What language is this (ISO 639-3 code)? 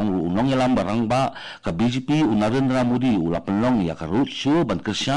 kha